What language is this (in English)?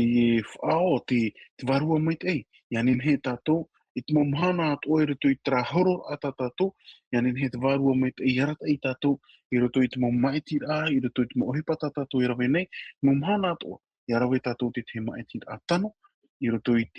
Tahitian